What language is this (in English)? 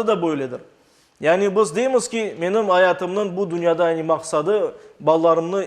Crimean Tatar